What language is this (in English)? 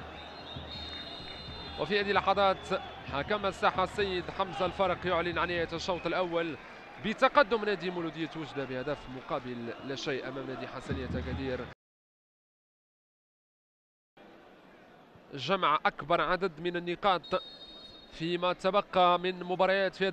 Arabic